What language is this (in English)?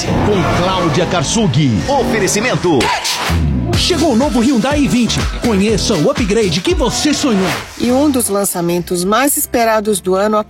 Portuguese